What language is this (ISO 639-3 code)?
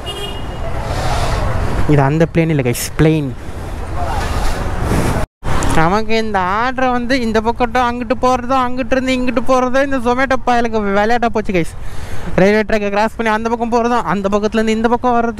tam